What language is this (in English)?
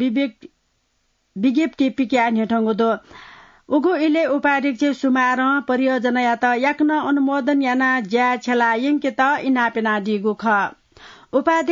Newari